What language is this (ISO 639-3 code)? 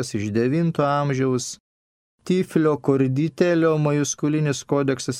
lit